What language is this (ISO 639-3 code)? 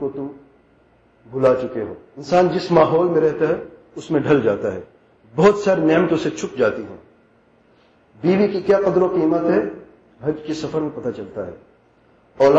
urd